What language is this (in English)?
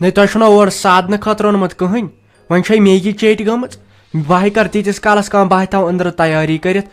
Kashmiri